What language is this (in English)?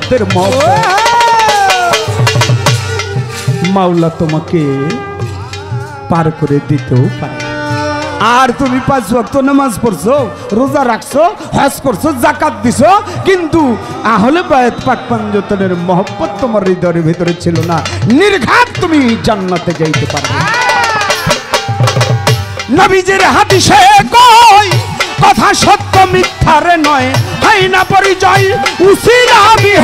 Bangla